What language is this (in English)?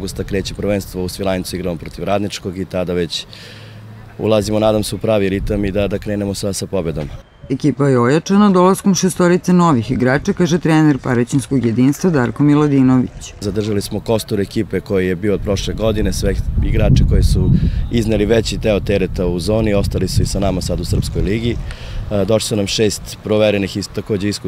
Serbian